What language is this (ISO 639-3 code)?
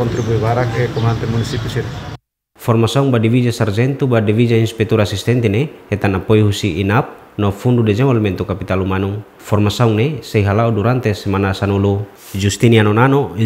tet